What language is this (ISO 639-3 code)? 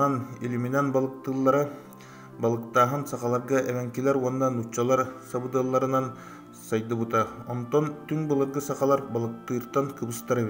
sah